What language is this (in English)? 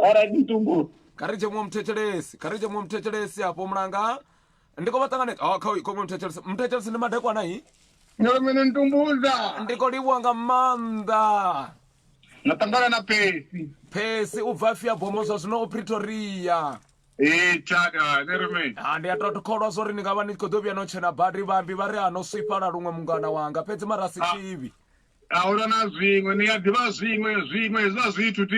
Venda